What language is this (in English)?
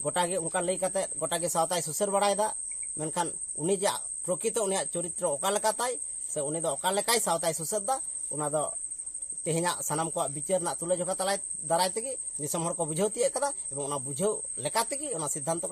Santali